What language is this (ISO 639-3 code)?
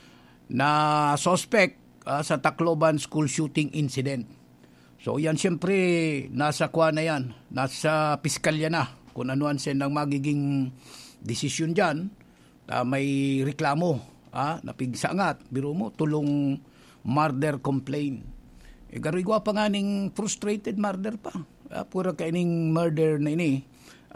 bik